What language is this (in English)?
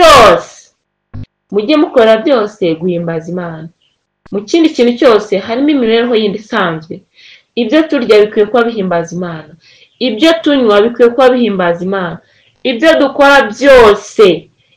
Kinyarwanda